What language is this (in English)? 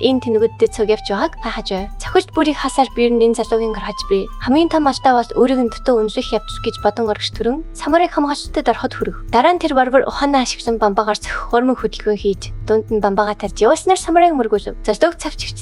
Mongolian